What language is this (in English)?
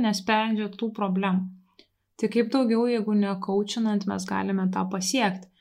Lithuanian